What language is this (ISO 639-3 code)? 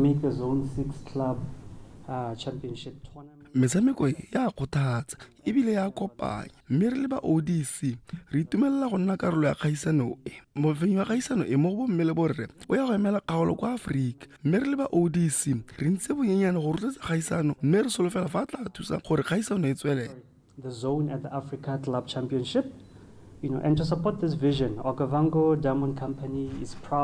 tsn